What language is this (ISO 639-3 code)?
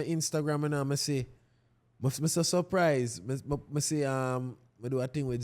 jam